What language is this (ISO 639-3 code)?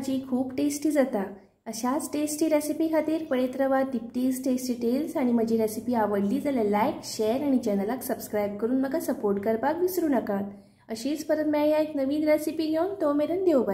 kok